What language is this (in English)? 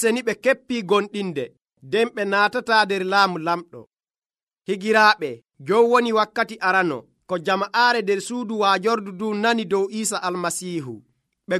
Nigerian Fulfulde